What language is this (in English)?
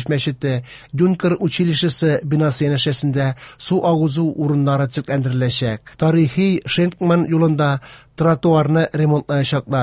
Tatar